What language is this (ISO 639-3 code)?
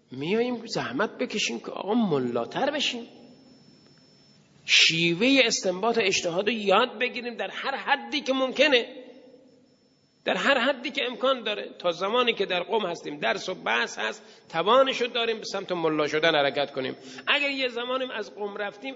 fas